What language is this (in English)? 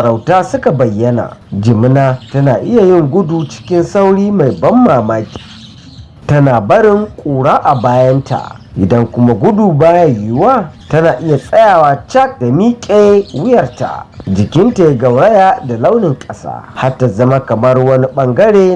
Hausa